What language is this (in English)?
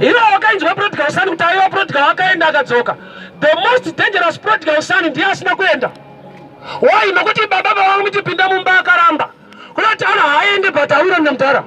Shona